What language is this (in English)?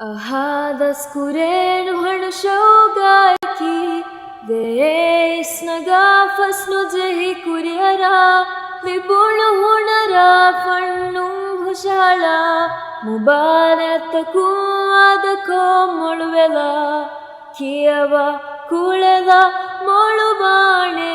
Divehi